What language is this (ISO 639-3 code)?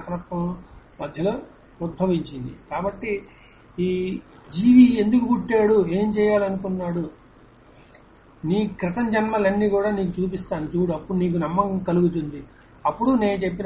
tel